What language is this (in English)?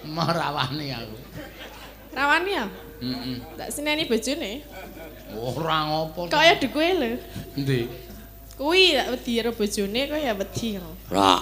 Javanese